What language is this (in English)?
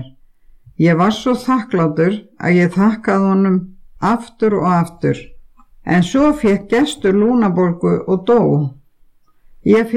Icelandic